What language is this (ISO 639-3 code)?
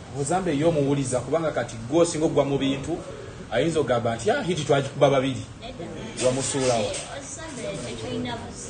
lug